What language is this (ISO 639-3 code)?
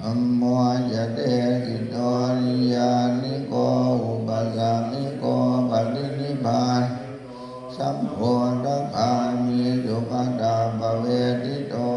pli